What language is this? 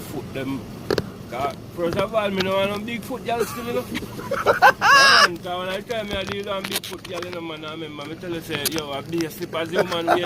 Jamaican Creole English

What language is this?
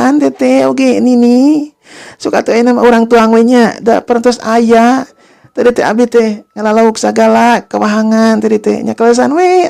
Sundanese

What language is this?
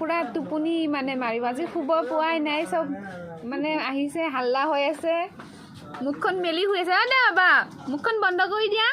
Assamese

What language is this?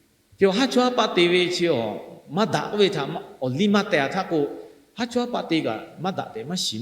Lahu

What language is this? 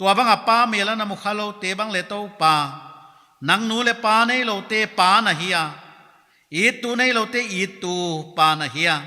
Paite Chin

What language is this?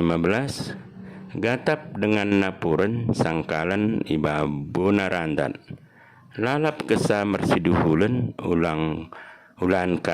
Batak Dairi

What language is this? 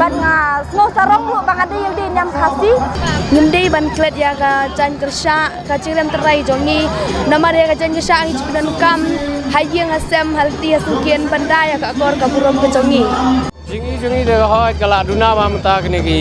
Khasi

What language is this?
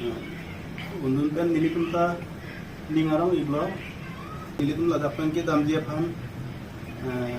Karbi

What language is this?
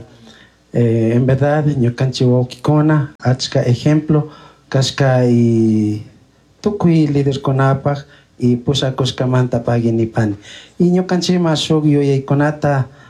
Chimborazo Highland Quichua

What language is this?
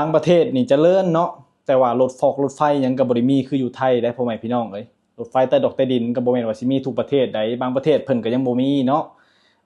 Lao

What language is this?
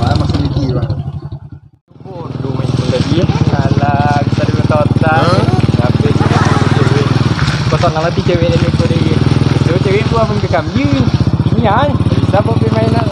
Minangkabau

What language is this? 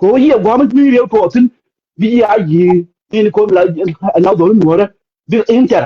Nuer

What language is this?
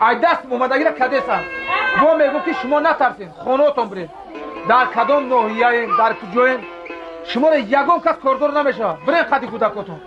Tajik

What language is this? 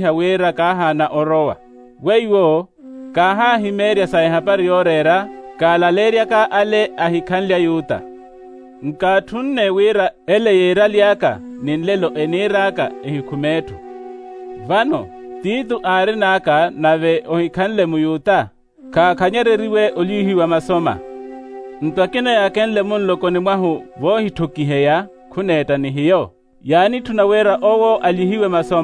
Makhuwa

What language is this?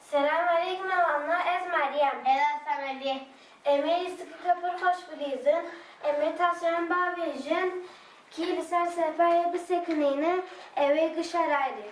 Kurdish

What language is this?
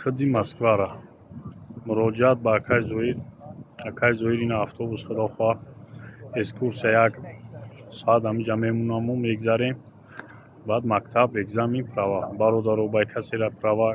Tajik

